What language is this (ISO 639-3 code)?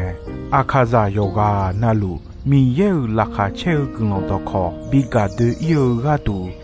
ahk